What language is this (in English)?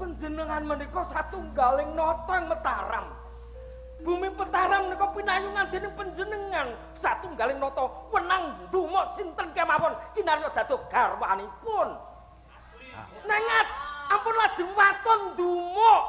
Javanese